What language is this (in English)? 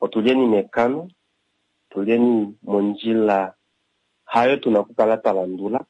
Kuanyama